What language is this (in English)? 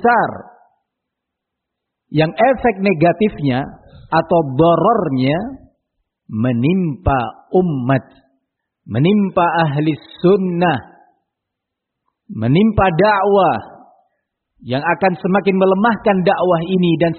Indonesian